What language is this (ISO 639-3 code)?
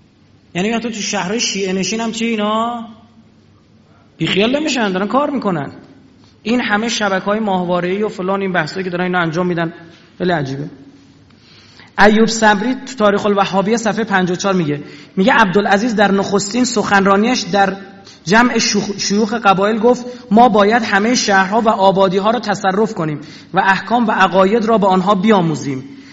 fas